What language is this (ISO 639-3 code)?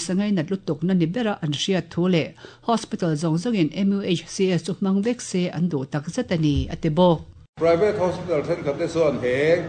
lus